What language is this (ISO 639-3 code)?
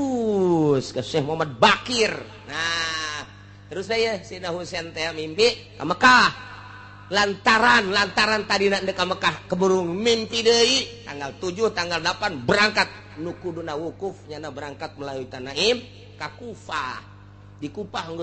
sun